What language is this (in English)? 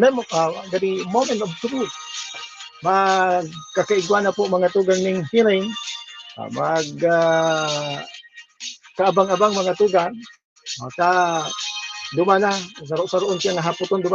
Bikol